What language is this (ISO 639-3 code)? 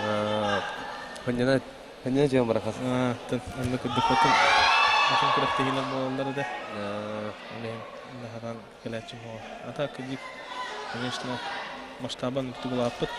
sah